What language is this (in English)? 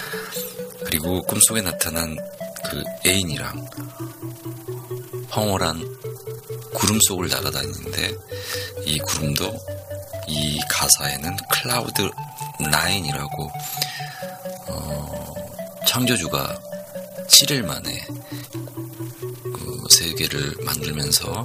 Korean